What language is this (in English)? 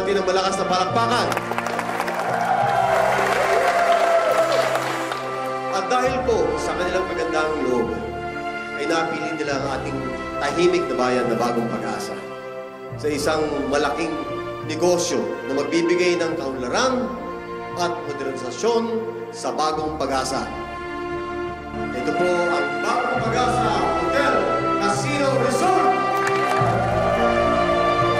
Filipino